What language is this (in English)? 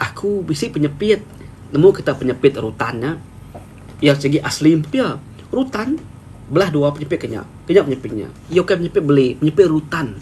Iban